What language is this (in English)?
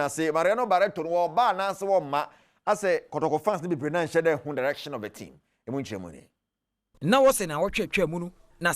Akan